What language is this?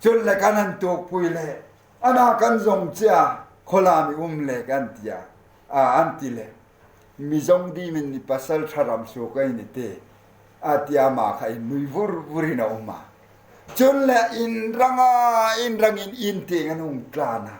Hmar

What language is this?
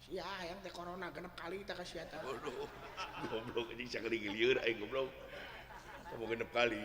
Sundanese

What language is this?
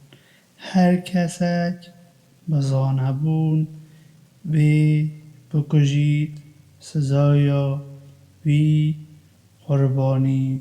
Kurdish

